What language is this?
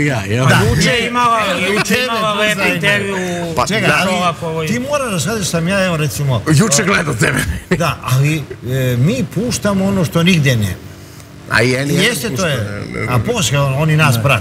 Serbian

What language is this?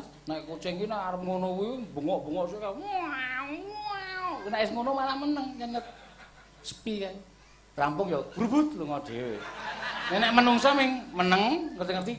Javanese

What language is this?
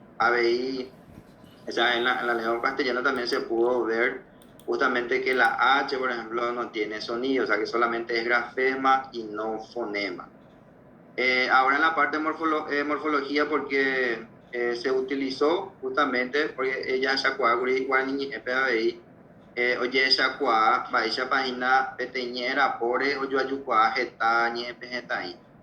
Guarani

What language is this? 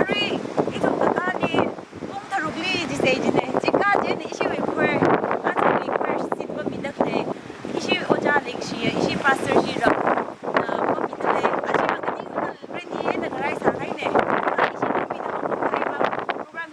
Tangkhul Naga (India)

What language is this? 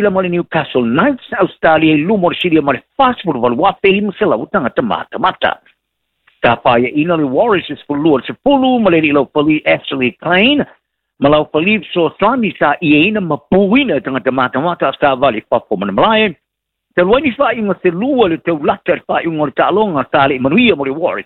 Samoan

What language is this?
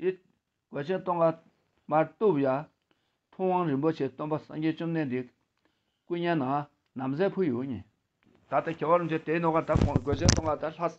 Tibetan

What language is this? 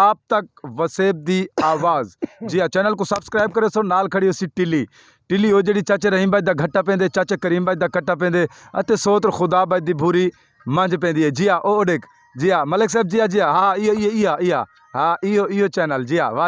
Saraiki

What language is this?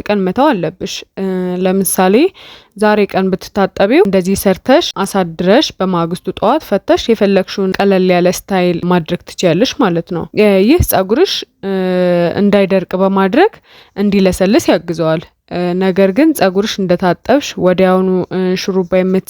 Amharic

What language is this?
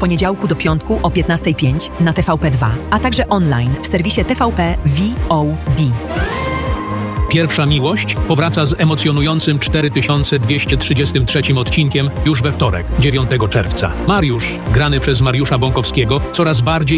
Polish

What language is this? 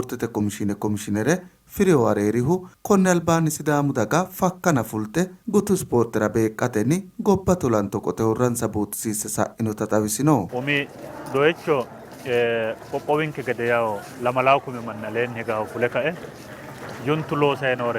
Sidamo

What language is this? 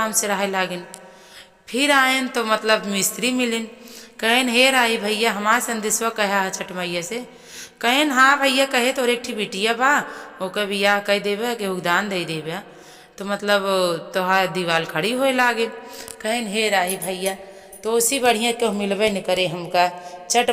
Awadhi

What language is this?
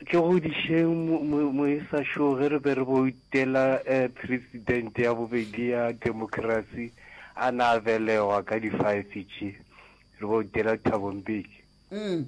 Northern Sotho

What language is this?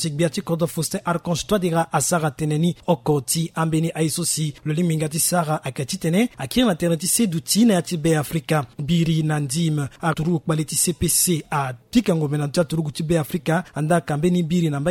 Sango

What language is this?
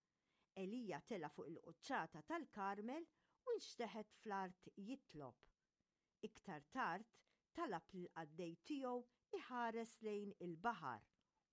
Maltese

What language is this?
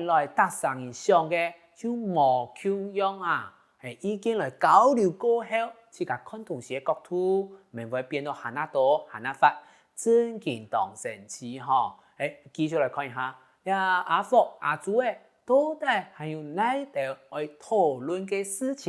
Hakka Chinese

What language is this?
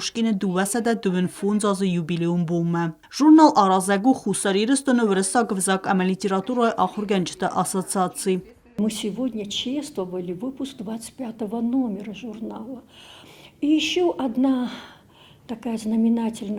Ossetic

